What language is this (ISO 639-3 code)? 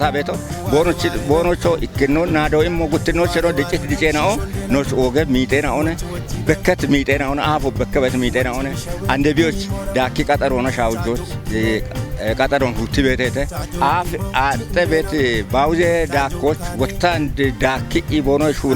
kbr